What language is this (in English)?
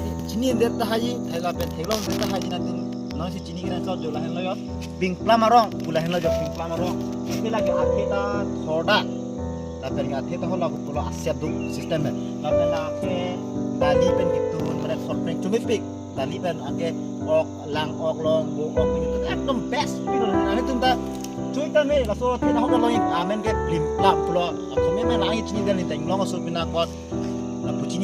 Karbi